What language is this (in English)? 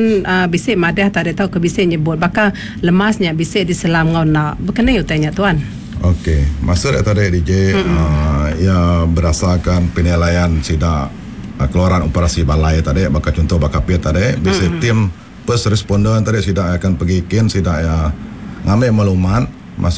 Iban